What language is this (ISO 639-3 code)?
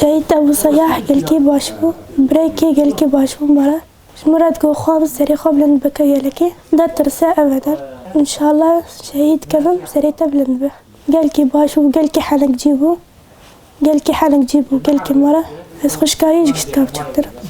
kur